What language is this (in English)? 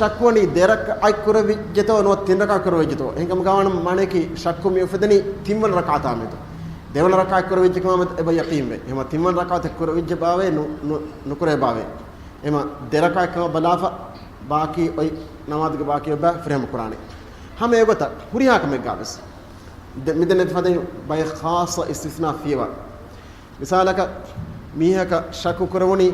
Divehi